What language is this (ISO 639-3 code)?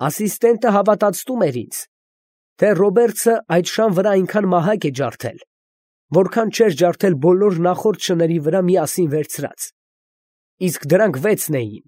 hye